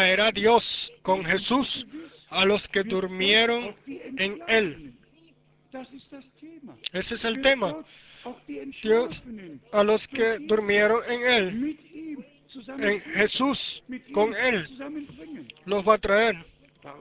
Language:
Spanish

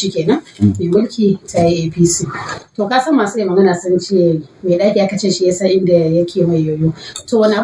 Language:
Hausa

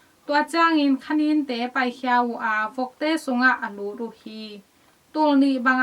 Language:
Tedim Chin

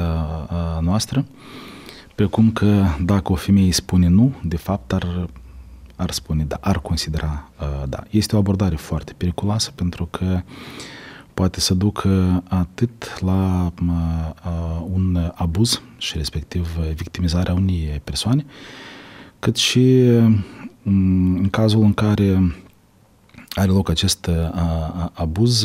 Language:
Romanian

